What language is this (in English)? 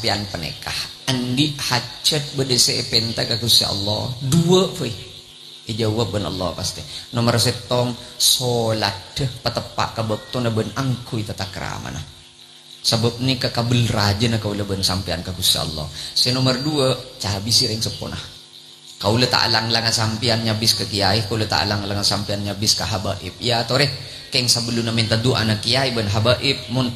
Madurese